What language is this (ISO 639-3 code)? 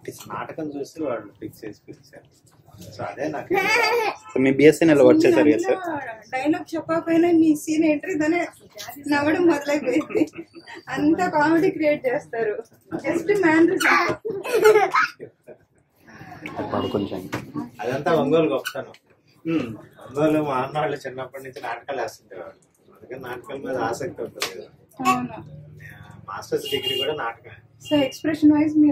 tel